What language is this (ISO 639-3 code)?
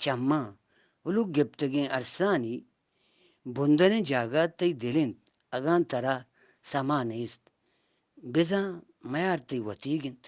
bgp